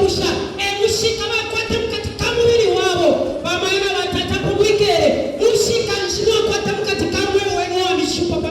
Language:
Bemba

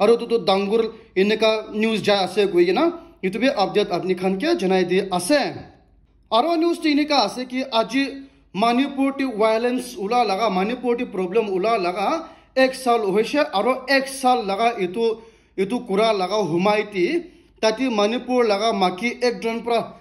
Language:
Naga Pidgin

